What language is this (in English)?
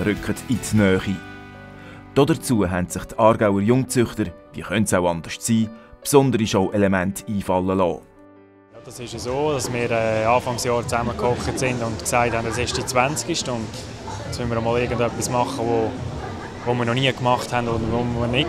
Swiss German